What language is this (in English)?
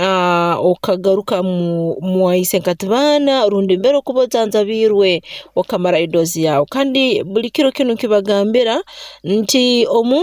Nyoro